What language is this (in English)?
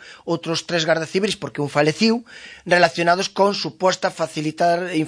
Galician